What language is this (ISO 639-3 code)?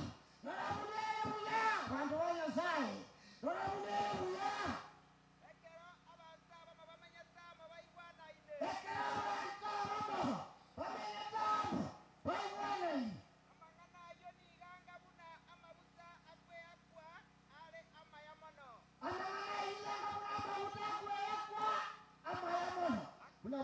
guz